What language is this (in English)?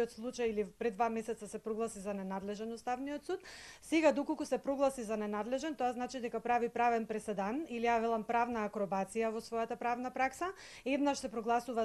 Macedonian